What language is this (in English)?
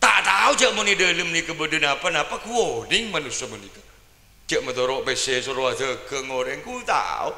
Madurese